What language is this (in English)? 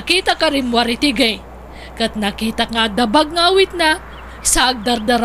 Iloko